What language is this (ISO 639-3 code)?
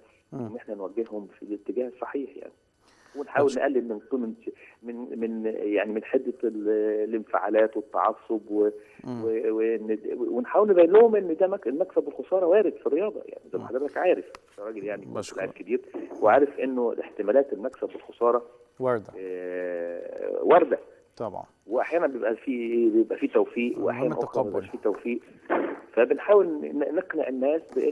arz